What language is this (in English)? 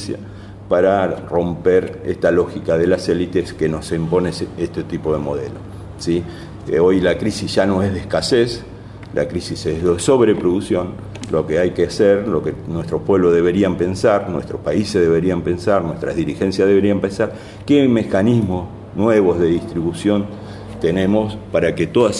Spanish